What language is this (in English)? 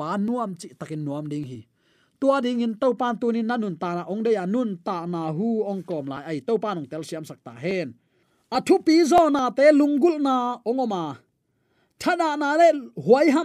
Tedim Chin